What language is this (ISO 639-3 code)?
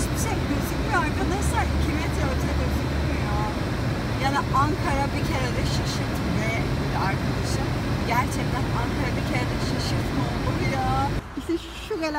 tur